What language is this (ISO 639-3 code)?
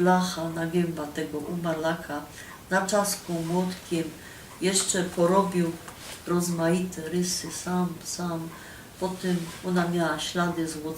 szl